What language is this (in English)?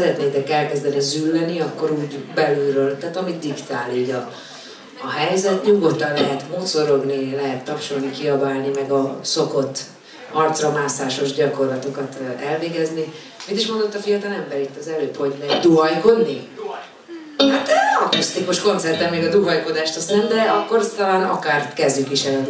Hungarian